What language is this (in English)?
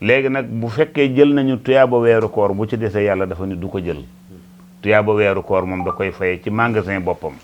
Wolof